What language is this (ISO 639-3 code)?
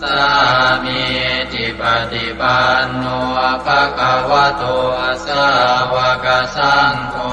pli